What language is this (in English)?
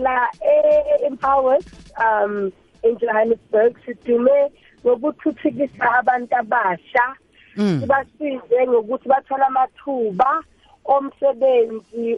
South Ndebele